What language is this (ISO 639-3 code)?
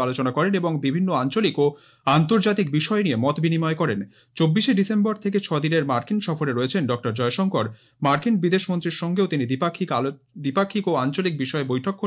ben